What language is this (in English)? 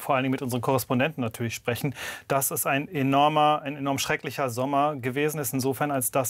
German